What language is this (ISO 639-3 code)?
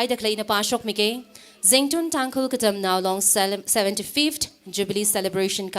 nmf